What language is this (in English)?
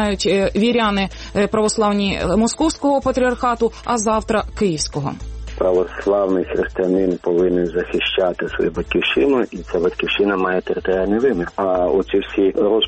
Ukrainian